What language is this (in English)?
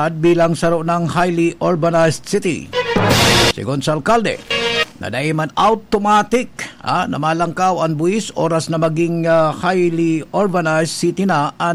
Bikol